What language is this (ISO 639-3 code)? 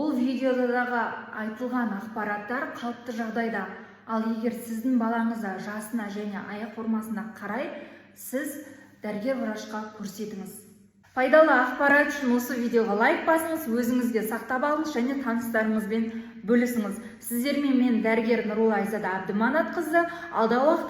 kaz